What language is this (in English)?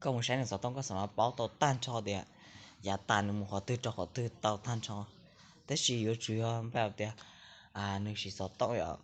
Hmong